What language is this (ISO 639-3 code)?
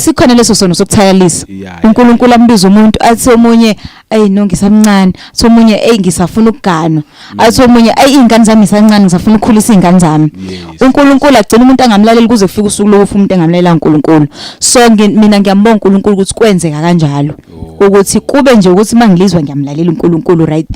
zul